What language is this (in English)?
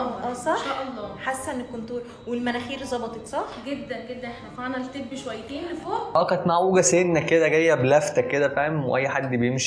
Egyptian Arabic